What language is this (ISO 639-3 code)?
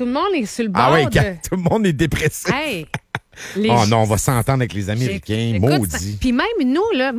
fra